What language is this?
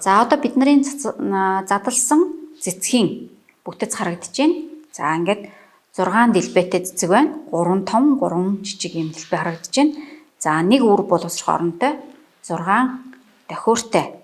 Mongolian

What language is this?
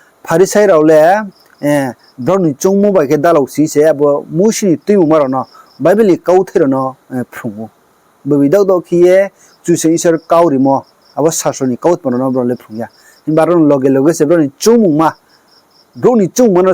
Riang (India)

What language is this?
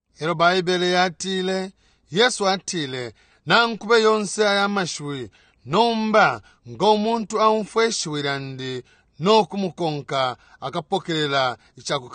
Bemba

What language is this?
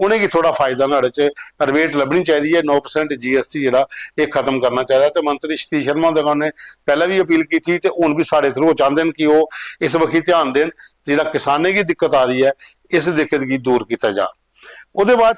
Dogri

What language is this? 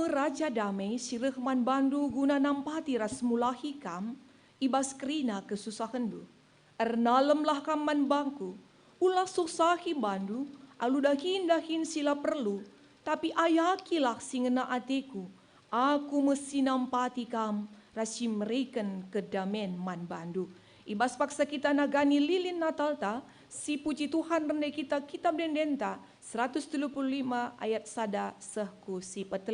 Batak Karo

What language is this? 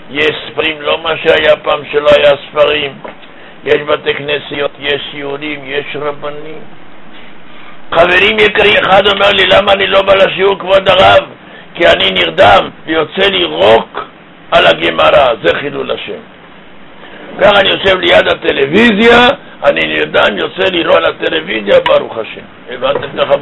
Hebrew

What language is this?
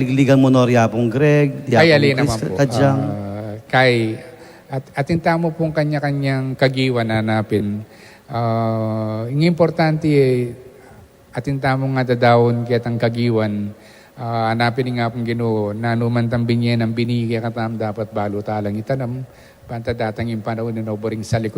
Pampanga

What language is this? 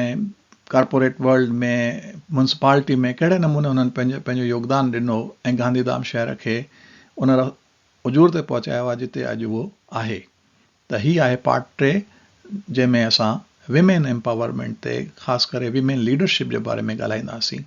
Sindhi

